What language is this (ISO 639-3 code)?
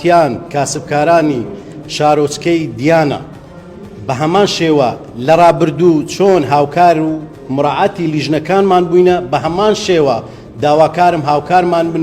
ckb